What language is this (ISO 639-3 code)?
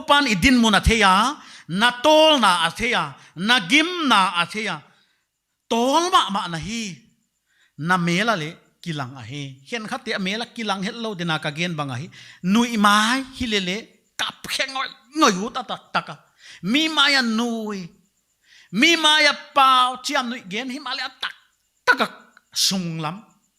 pck